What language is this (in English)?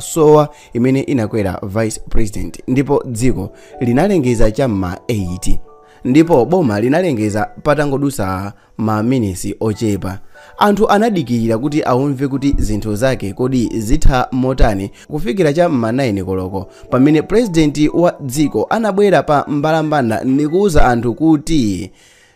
Nyanja